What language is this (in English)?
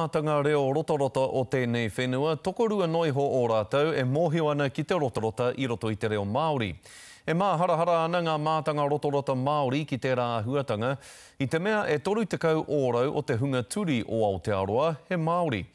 Māori